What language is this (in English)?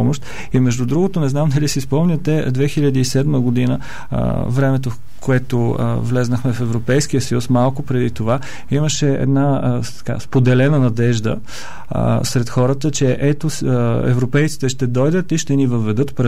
Bulgarian